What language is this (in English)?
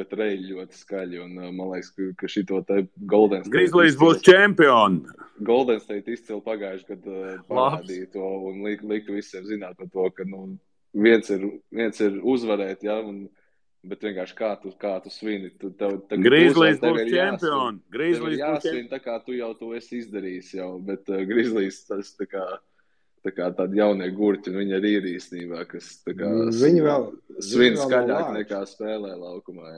Latvian